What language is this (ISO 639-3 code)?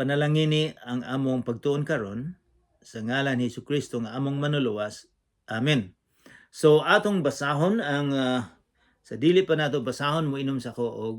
ceb